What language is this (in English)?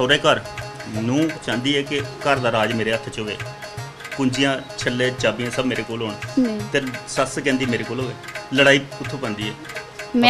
Dogri